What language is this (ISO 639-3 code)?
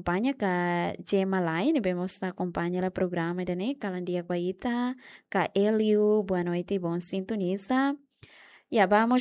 tet